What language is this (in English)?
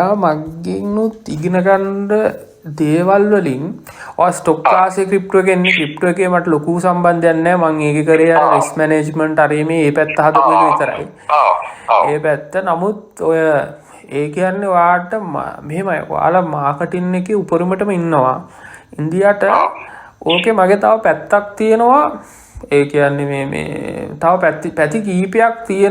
Sinhala